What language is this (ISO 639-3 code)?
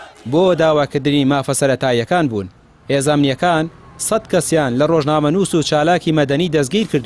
ckb